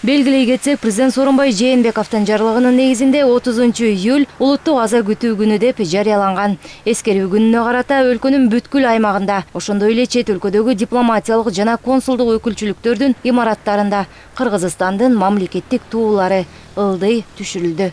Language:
Kyrgyz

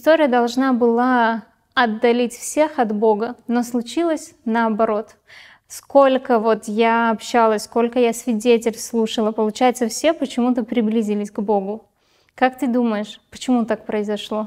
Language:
Russian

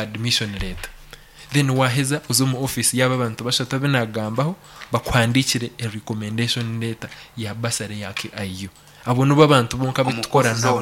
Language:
Nyankole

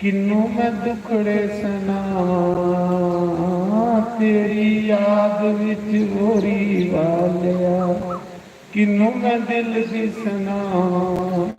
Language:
Dogri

